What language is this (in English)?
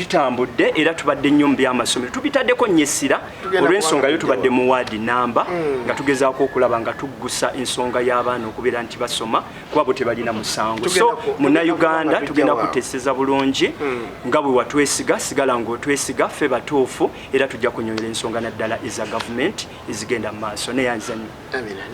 Ganda